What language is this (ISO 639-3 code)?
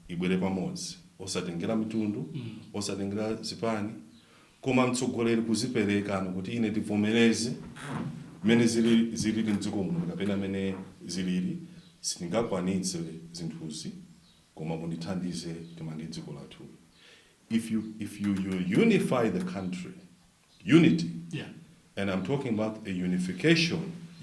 nya